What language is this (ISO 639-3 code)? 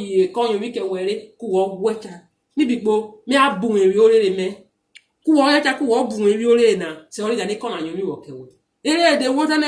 urh